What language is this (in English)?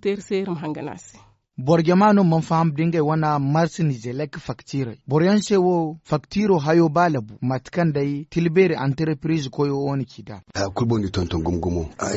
Zarma